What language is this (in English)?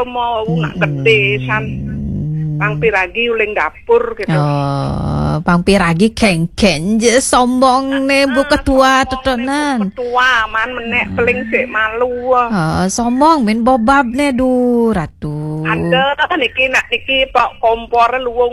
Balinese